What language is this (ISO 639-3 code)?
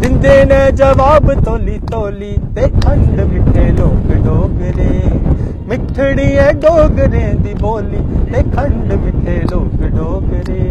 doi